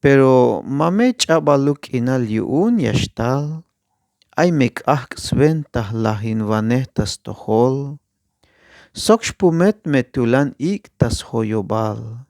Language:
Tzeltal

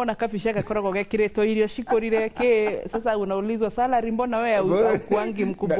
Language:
Kikuyu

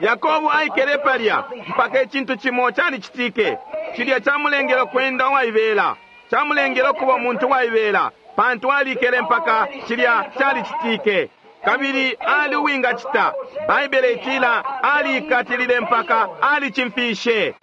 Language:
Bemba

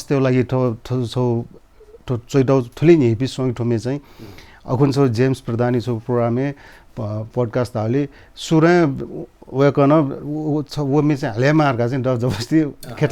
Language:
Newari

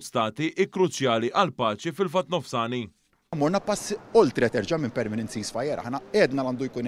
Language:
Maltese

